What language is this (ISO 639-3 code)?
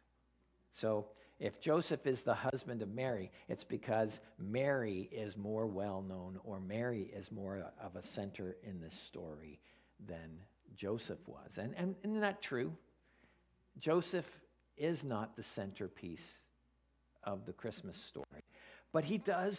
eng